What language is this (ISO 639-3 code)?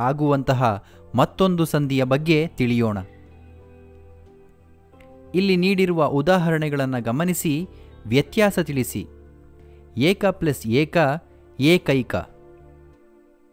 kan